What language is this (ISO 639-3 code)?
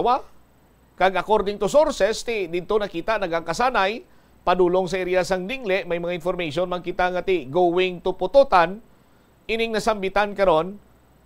hil